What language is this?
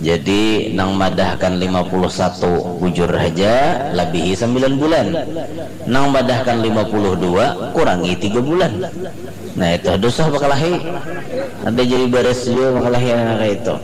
Banjar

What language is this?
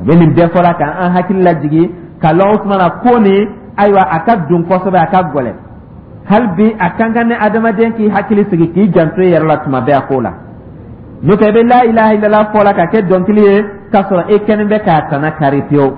Dyula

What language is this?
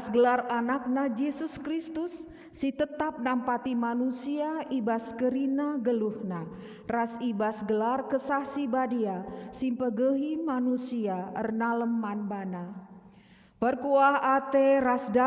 Batak Karo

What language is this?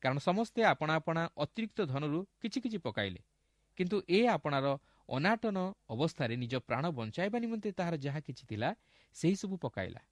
Odia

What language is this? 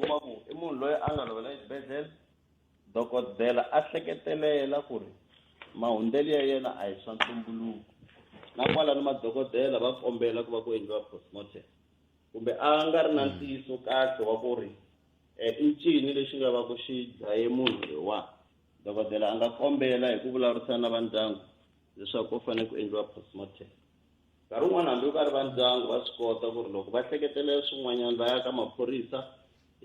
Tsonga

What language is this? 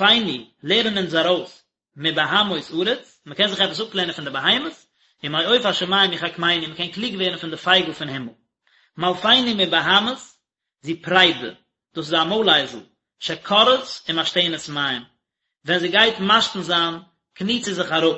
Yiddish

